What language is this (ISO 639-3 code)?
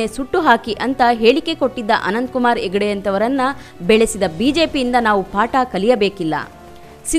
kan